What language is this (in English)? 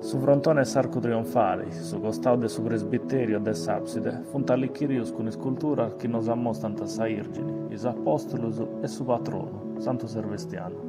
Sardinian